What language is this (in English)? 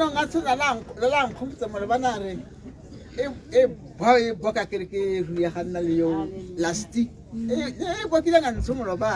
Tswana